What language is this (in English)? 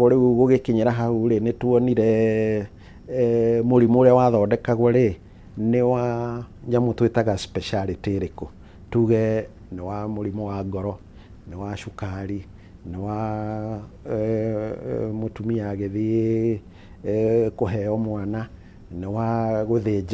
Kikuyu